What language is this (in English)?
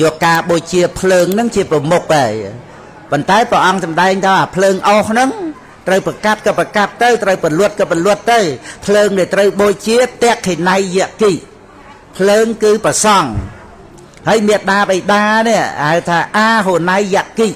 Khmer